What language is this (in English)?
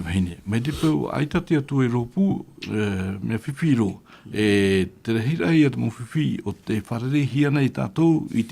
Tahitian